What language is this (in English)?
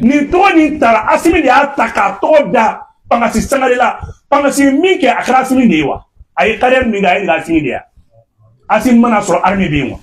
Bambara